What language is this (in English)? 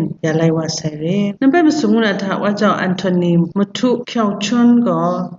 Kachin